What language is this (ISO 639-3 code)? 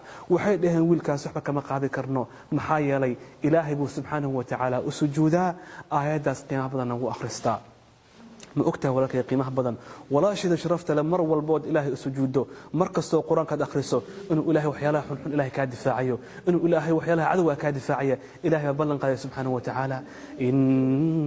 som